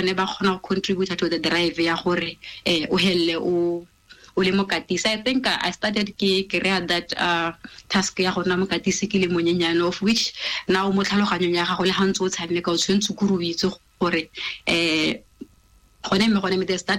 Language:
Tswana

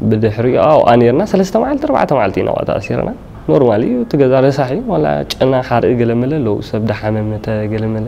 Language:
Tigrinya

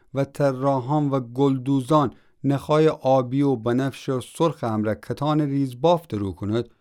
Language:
Gilaki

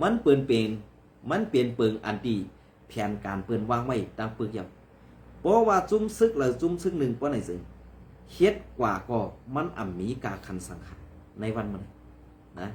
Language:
Shan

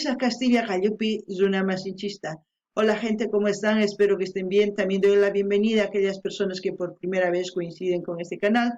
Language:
South Bolivian Quechua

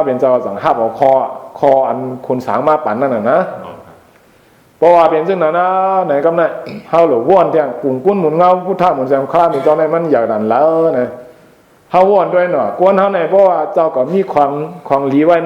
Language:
Shan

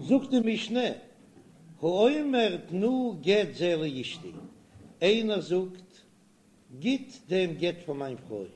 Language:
Yiddish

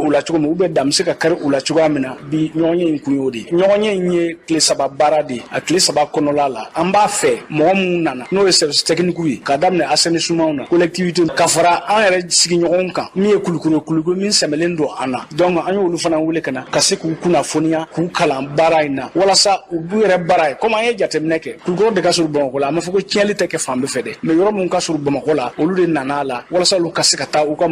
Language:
Bambara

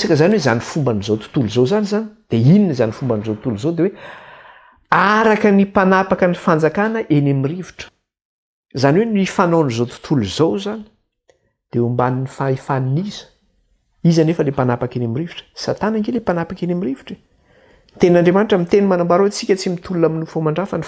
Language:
Malagasy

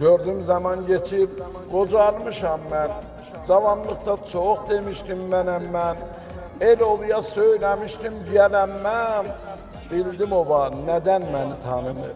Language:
South Azerbaijani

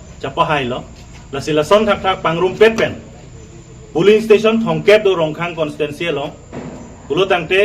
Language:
Karbi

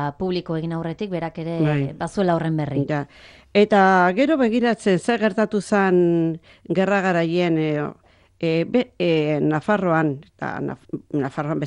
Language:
Basque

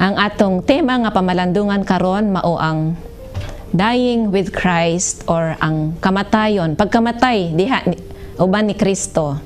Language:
Cebuano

